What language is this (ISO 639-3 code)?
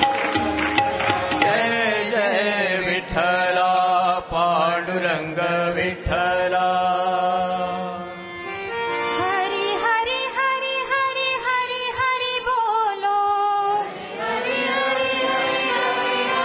mar